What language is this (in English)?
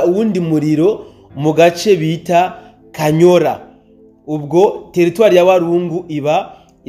Rundi